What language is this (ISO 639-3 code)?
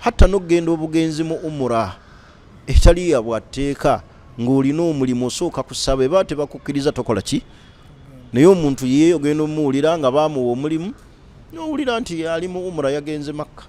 lug